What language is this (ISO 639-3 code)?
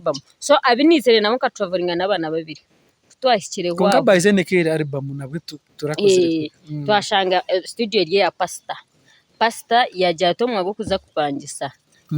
nyn